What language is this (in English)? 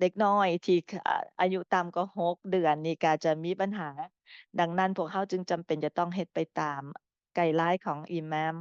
Lao